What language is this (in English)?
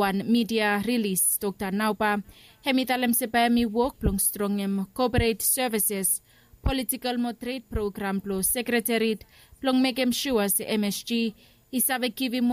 Bislama